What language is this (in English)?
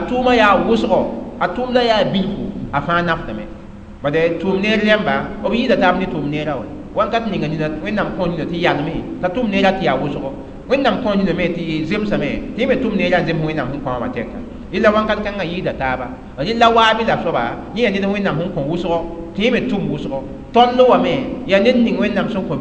Mossi